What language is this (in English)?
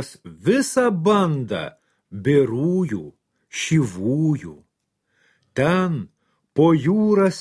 Lithuanian